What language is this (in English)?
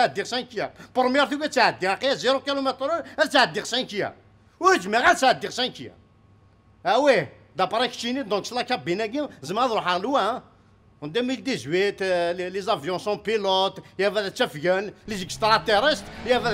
Kabyle